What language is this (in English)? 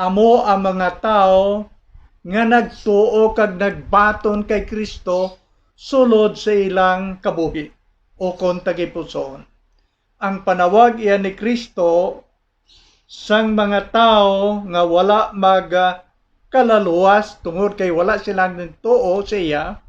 Hiligaynon